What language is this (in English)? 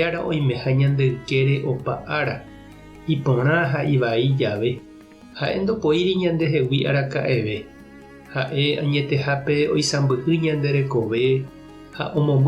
Guarani